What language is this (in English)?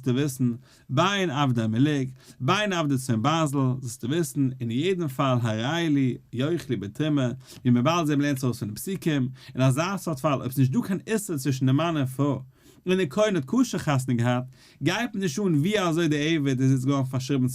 Yiddish